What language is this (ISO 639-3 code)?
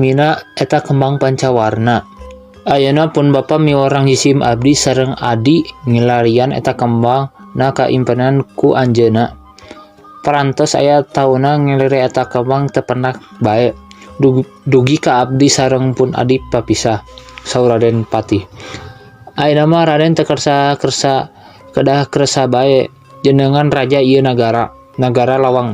sun